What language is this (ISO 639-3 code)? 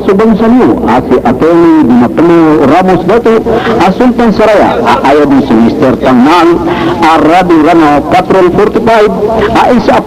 mrw